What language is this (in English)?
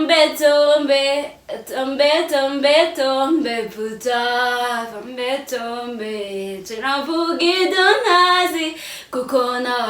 Kinyarwanda